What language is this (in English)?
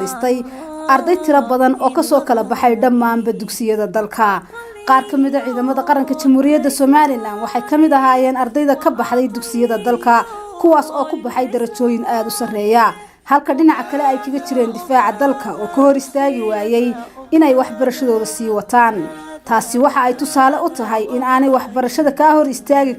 Somali